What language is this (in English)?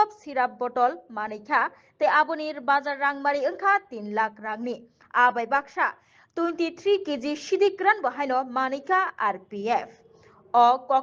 Kok Borok